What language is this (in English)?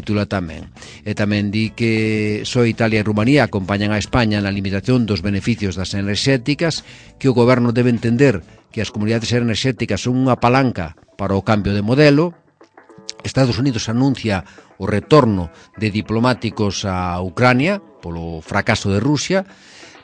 Galician